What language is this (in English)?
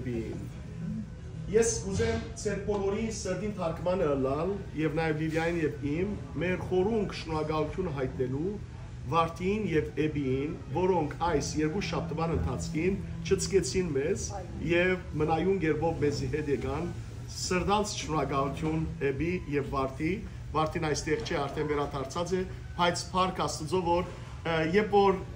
Western Armenian